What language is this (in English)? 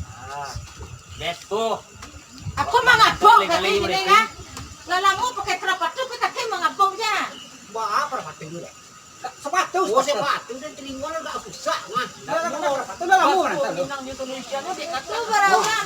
Minangkabau